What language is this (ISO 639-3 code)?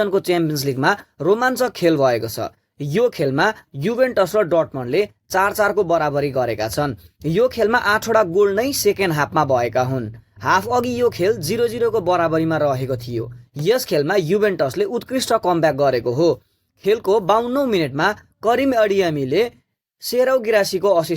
nep